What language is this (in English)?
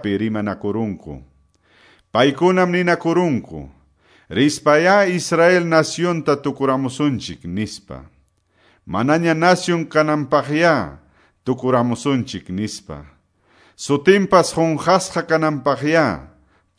Quechua